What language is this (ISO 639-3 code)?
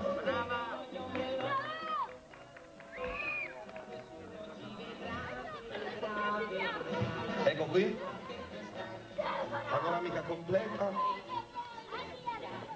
ita